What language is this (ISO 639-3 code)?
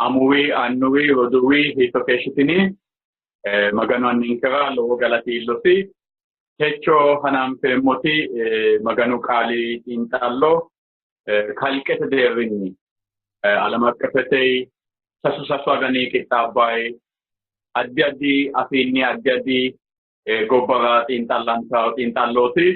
sid